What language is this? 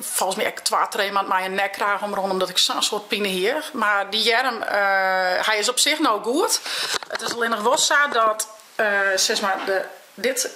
Western Frisian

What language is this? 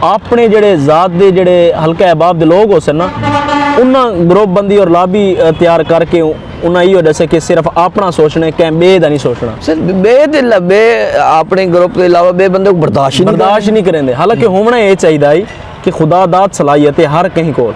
Saraiki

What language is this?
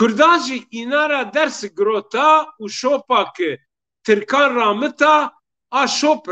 Zaza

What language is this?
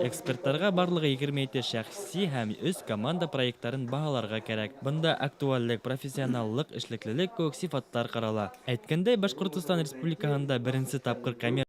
Bashkir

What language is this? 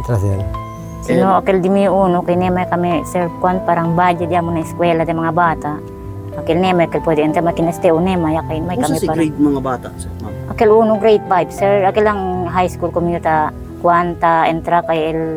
Chavacano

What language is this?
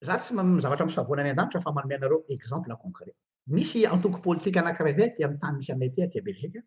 Malagasy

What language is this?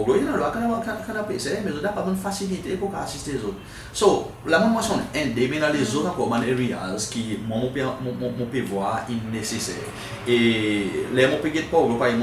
Seselwa Creole French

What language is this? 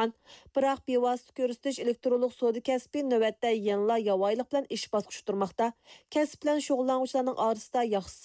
Uyghur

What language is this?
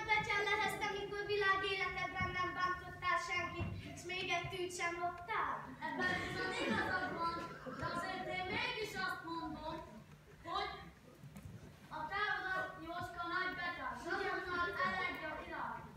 Hungarian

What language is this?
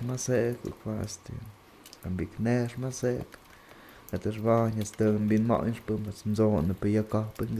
Totontepec Mixe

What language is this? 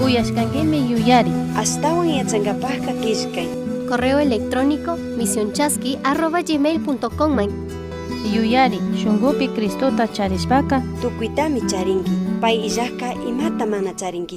Chimborazo Highland Quichua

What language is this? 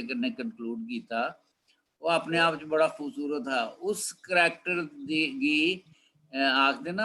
Dogri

